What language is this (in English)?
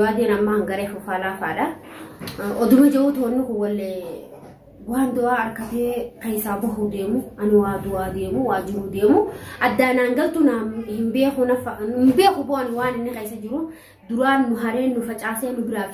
Oromo